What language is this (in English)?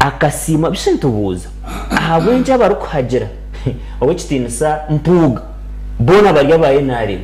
Nyankole